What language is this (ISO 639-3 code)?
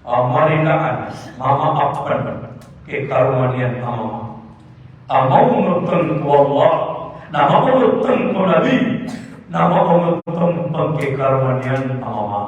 mrw